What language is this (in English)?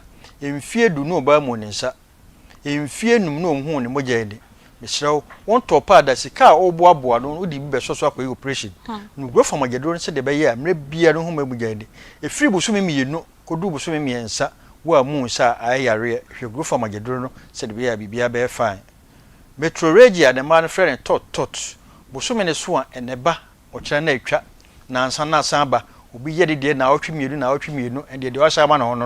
Akan